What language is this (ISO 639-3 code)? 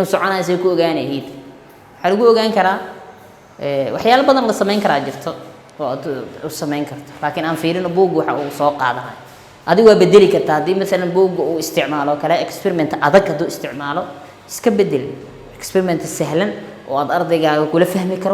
som